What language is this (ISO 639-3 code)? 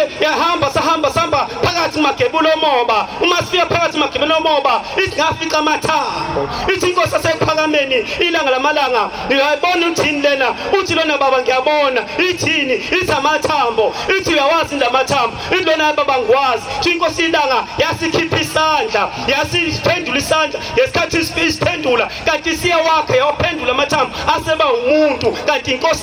zul